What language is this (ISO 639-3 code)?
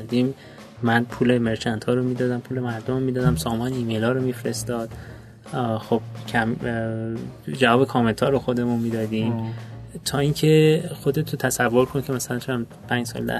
fas